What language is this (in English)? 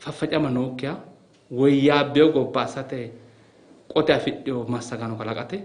Sidamo